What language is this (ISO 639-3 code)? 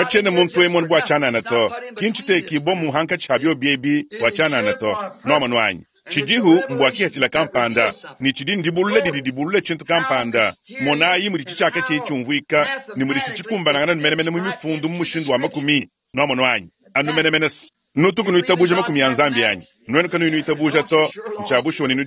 lua